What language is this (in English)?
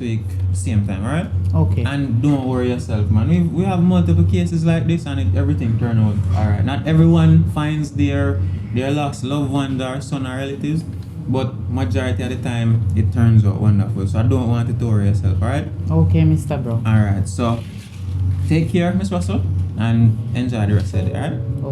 Jamaican Creole English